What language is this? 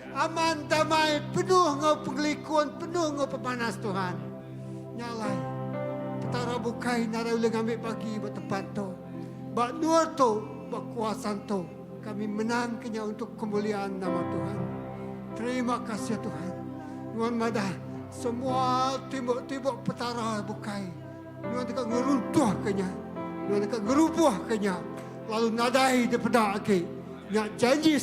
Iban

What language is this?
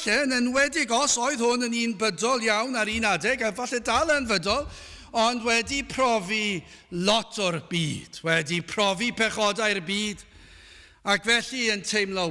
Welsh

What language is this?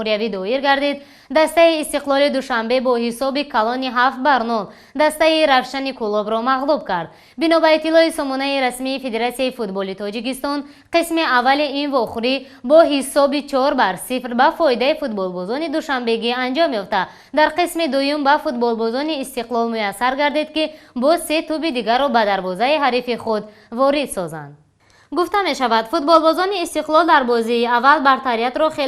Tajik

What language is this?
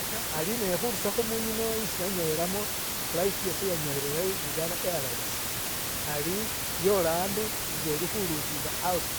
Masaaba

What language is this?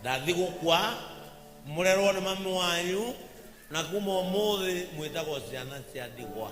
Kikuyu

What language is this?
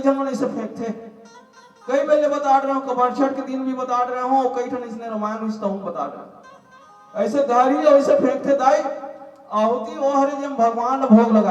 Chhattisgarhi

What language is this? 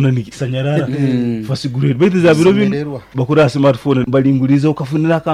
Nyoro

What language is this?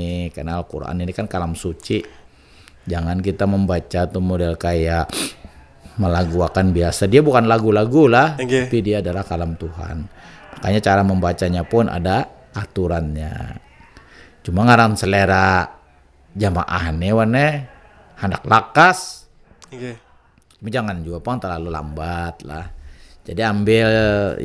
Banjar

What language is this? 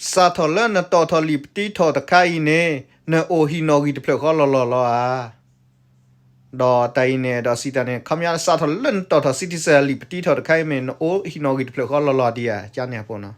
S'gaw Karen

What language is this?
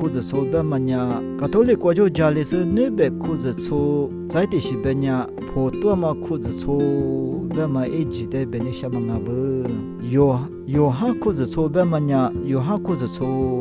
Lisu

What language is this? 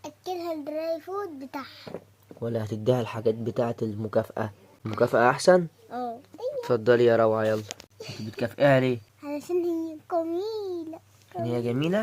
Egyptian Arabic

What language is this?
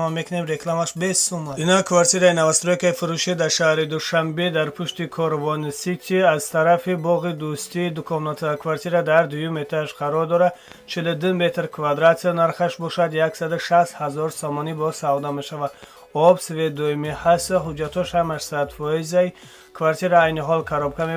Tajik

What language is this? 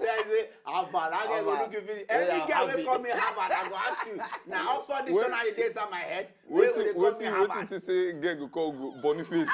Nigerian Pidgin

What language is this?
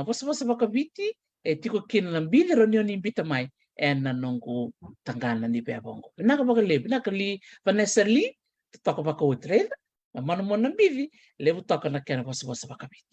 Fijian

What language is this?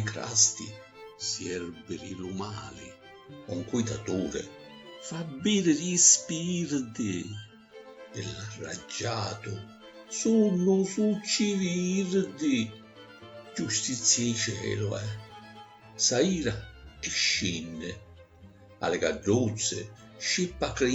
Sicilian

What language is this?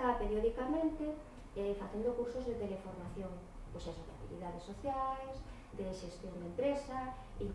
Galician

